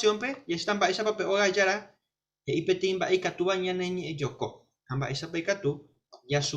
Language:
Guarani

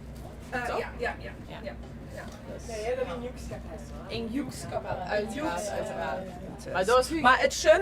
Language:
Limburgish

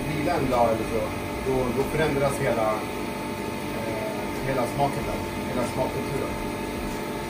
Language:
Swedish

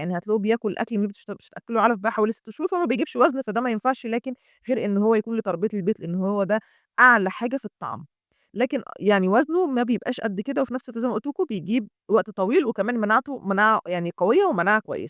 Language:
Egyptian Arabic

